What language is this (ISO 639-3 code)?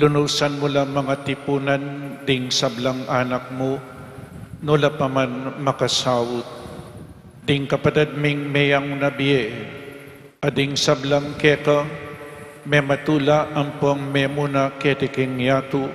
pam